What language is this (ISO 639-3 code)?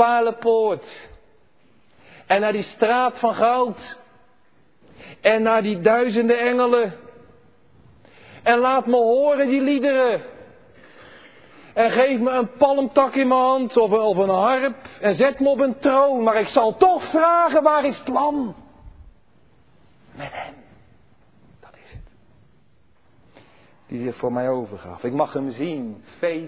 nld